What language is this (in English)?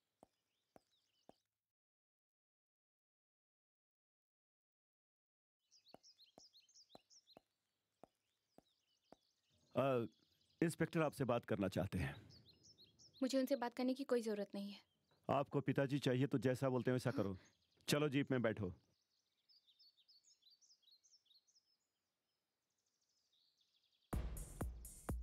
Hindi